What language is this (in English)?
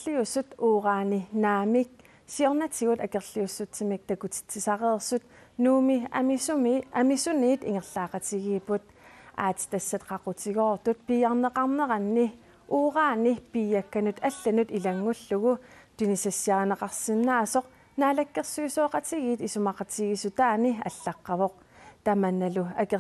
Kalaallisut